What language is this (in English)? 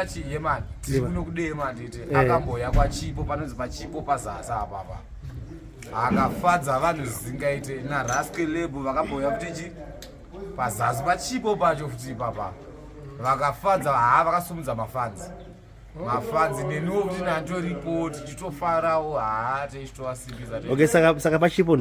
Shona